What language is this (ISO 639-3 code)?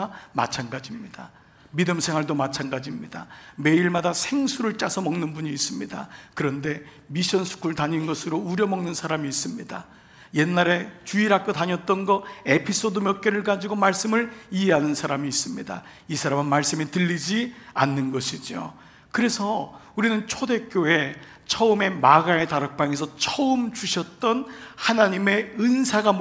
kor